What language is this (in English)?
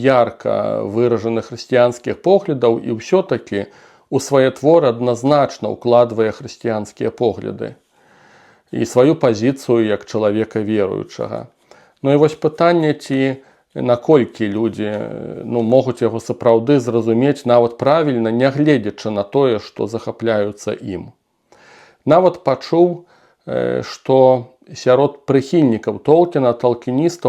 Belarusian